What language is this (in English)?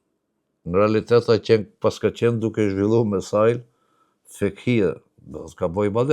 Albanian